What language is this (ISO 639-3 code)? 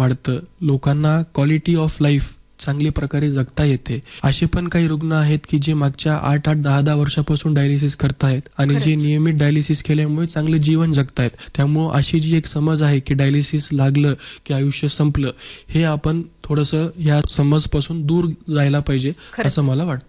mar